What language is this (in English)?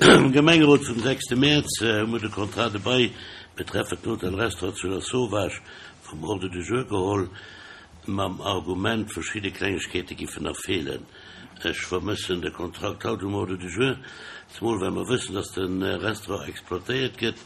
Luxembourgish